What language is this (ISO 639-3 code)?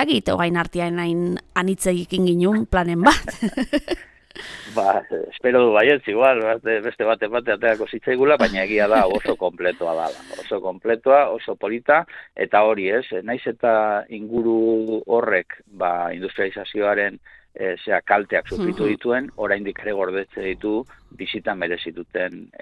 eus